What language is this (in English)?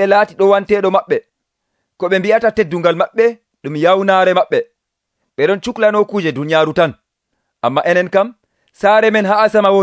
Nigerian Fulfulde